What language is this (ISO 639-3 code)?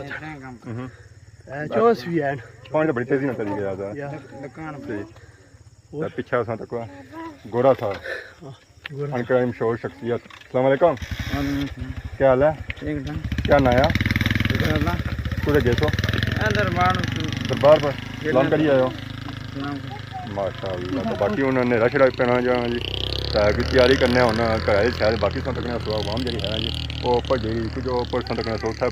phr